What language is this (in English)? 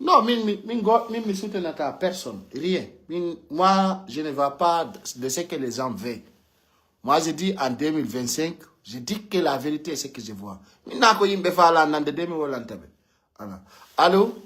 Pular